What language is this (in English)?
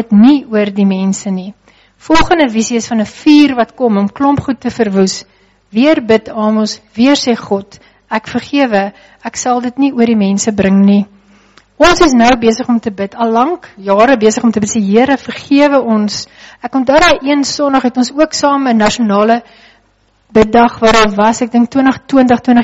Afrikaans